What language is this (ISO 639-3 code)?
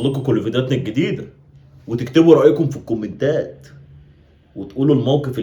arz